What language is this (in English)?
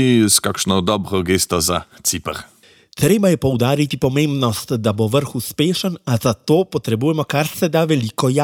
Slovenian